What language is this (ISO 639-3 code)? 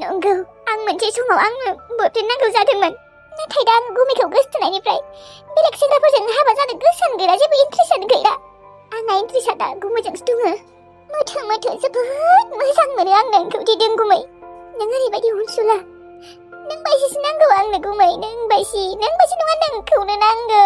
brx